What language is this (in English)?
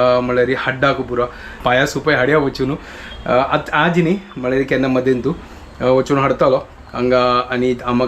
Konkani